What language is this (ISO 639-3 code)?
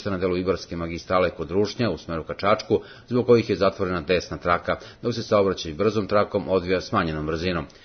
srp